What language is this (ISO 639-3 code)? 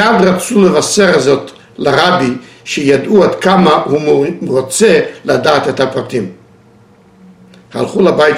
heb